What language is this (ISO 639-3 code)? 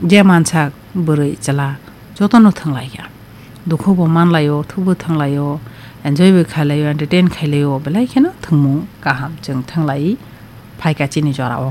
trp